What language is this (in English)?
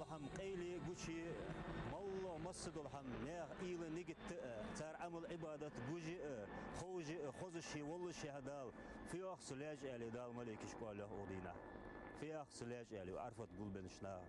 Ingush